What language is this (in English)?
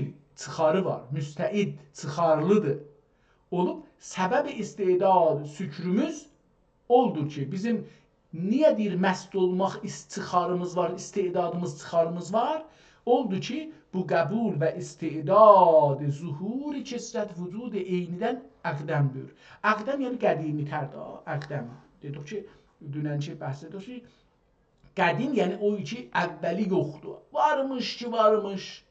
South Azerbaijani